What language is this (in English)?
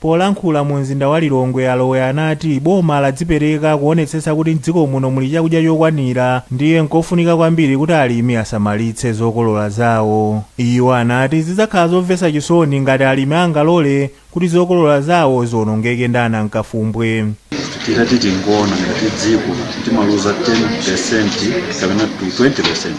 Nyanja